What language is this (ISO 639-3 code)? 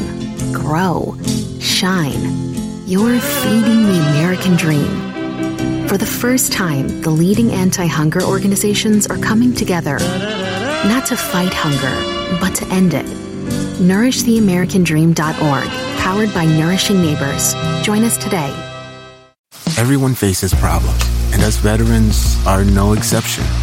eng